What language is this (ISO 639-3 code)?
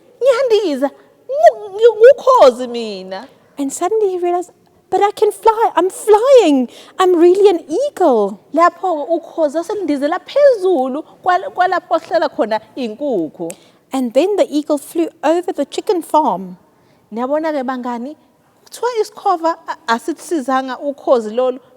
zul